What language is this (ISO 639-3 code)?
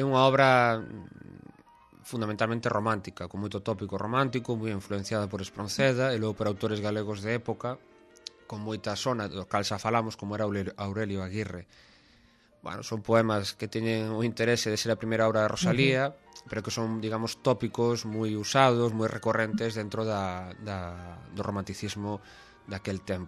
glg